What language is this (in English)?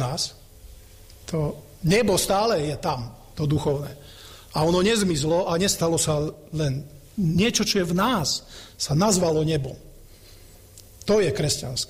Slovak